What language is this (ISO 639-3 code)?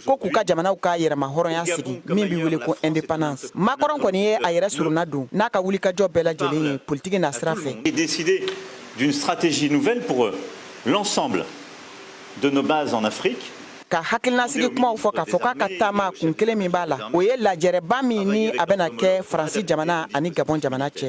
bam